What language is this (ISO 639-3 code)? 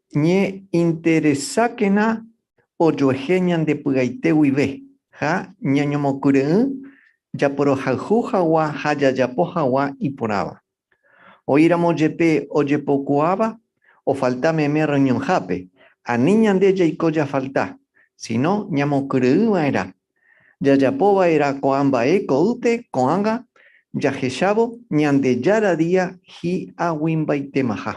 grn